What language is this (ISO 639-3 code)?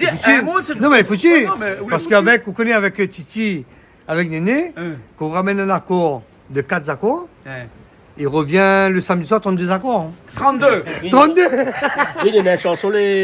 rcf